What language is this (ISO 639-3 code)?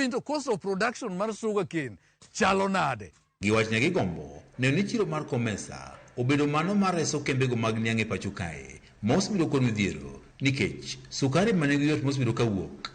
luo